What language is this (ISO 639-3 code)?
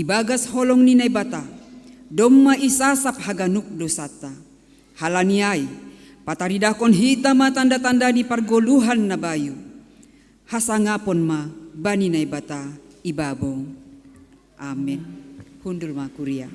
bts